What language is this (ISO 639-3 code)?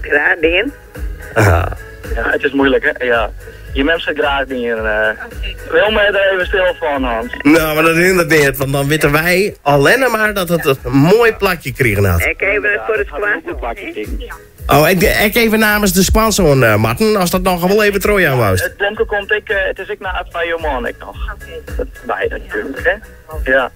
fry